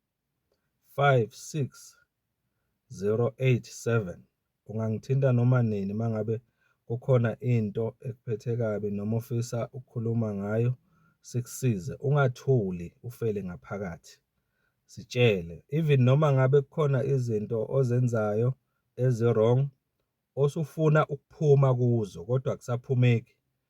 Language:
Zulu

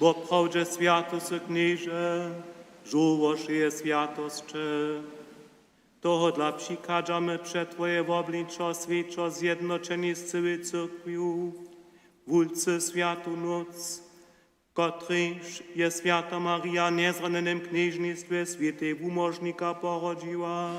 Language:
Upper Sorbian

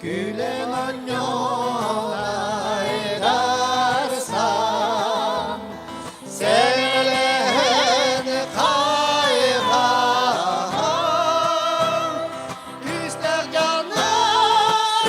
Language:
Yakut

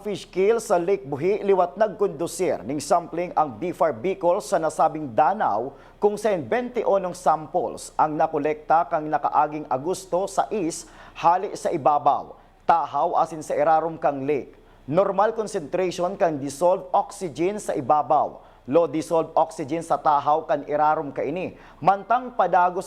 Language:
Bikol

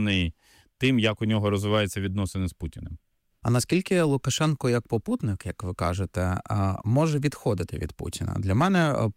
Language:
Ukrainian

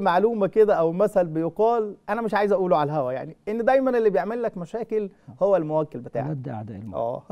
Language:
Egyptian Arabic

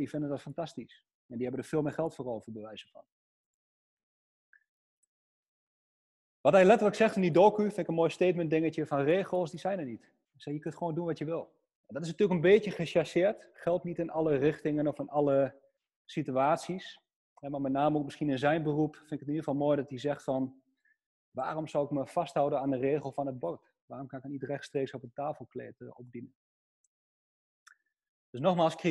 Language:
Dutch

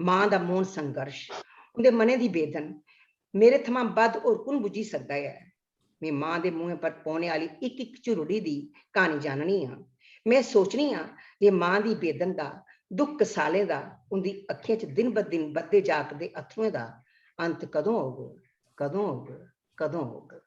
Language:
Dogri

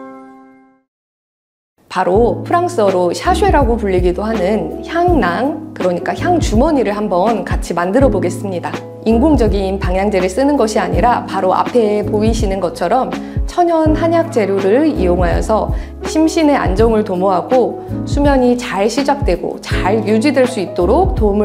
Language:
Korean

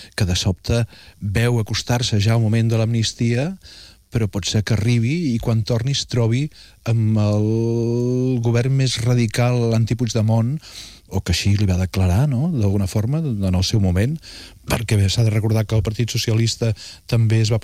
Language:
Catalan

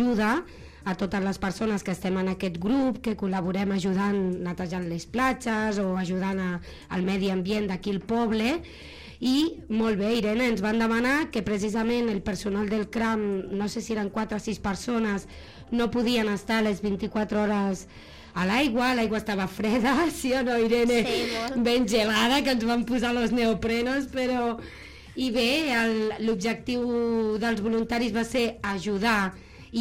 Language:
Catalan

